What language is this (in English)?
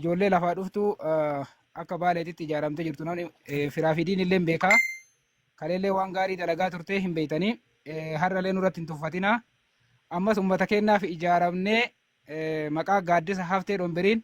Oromo